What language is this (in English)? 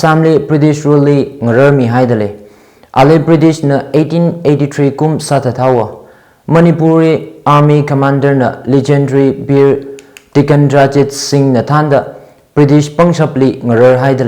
Tangkhul Naga (India)